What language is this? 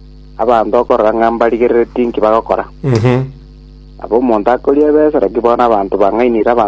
Gusii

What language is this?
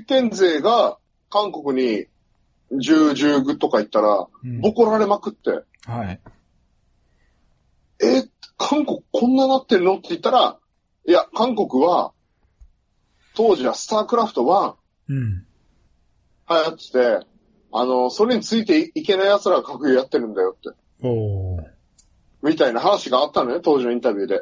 Japanese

